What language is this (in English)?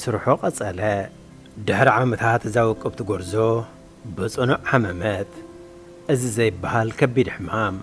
Tigrinya